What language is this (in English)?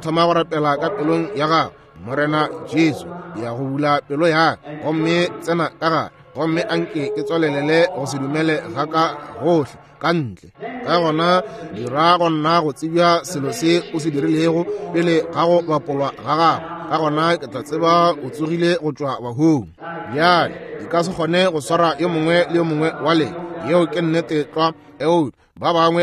Northern Sotho